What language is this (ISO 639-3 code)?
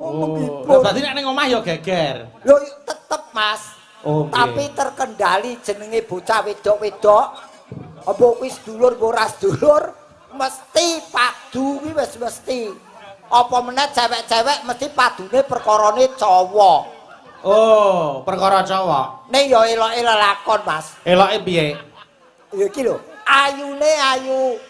jav